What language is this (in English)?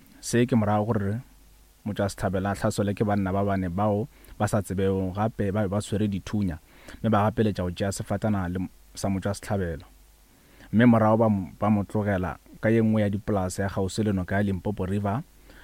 Northern Sotho